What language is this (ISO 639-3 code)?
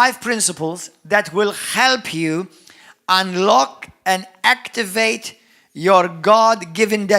eng